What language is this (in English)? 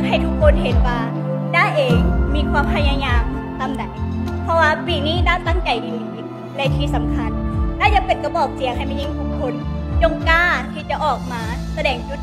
Lao